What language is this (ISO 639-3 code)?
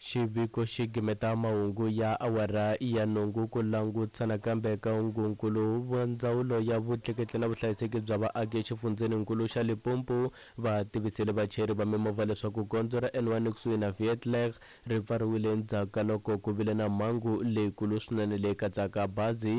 tso